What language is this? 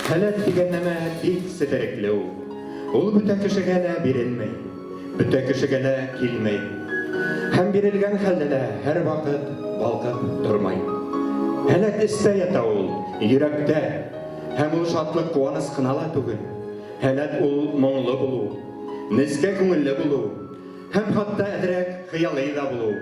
Bashkir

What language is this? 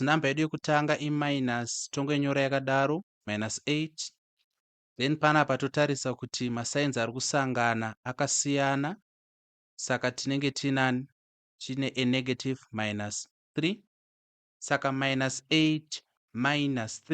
Shona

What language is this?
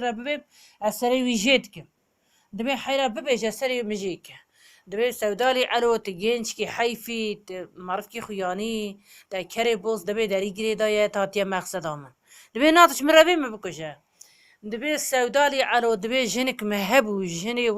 Kurdish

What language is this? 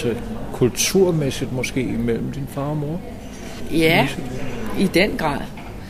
Danish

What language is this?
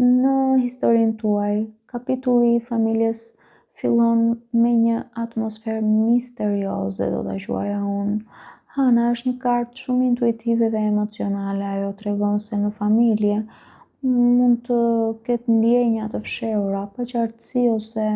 Albanian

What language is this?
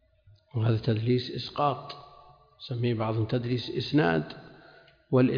Arabic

